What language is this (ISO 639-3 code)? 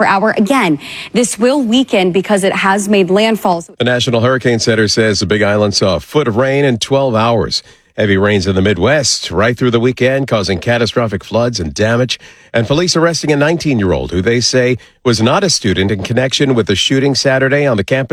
eng